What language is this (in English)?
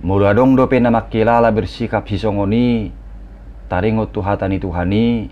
Batak Toba